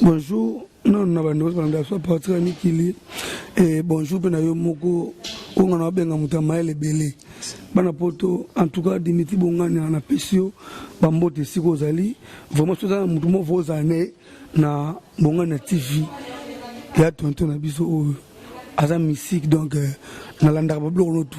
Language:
Lingala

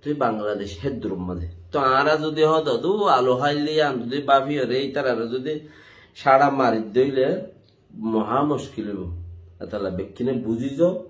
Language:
Rohingya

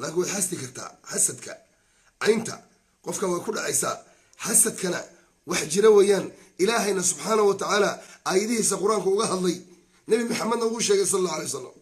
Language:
Somali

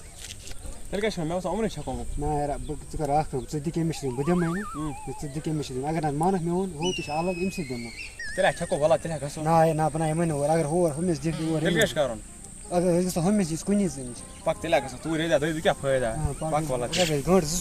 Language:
Kashmiri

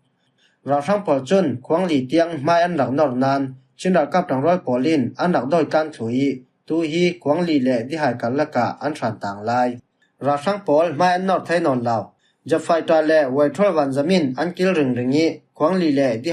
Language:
Falam Chin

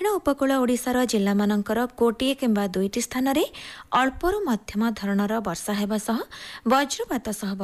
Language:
Odia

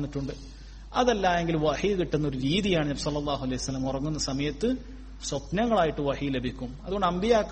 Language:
Malayalam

